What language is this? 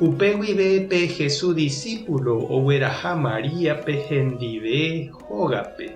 Guarani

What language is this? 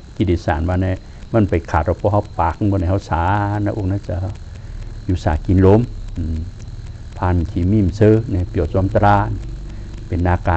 Shan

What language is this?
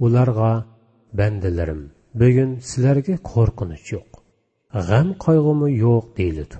Uyghur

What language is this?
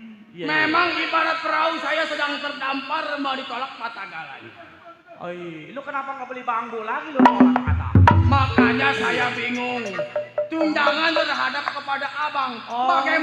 Betawi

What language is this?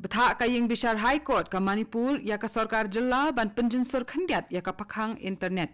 Khasi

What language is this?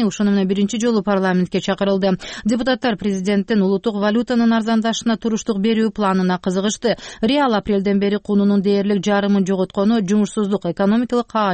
Kyrgyz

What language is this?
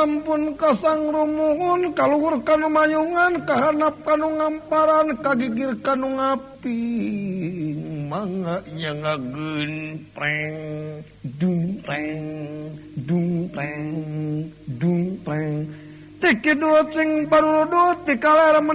Sundanese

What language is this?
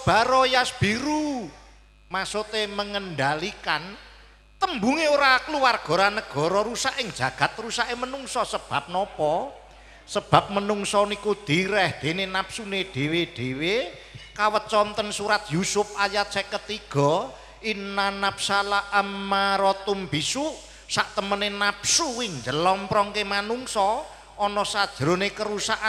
Javanese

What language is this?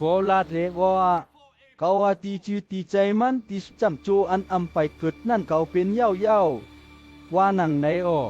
Shan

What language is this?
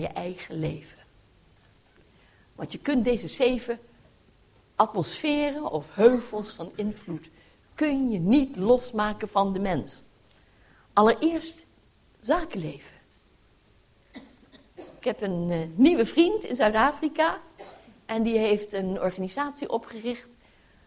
Dutch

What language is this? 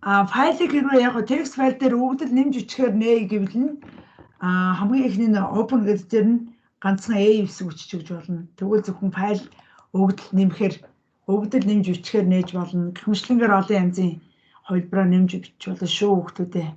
Mongolian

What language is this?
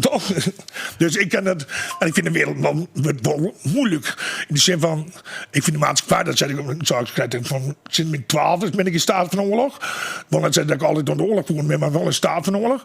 Western Frisian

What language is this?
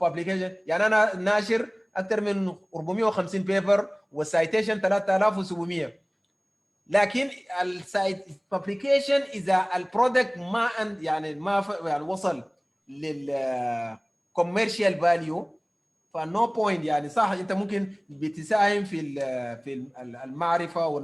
Sudanese Arabic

